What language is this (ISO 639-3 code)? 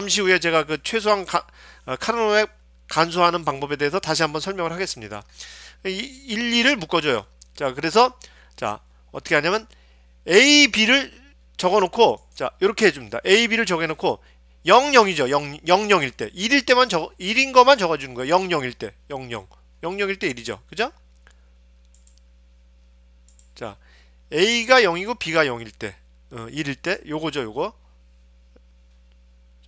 kor